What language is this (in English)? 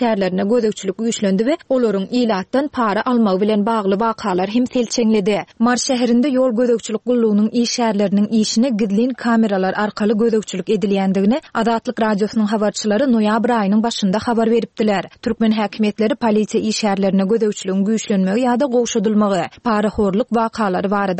Turkmen